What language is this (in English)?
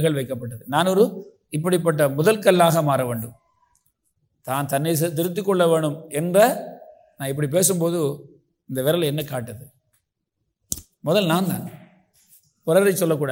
Tamil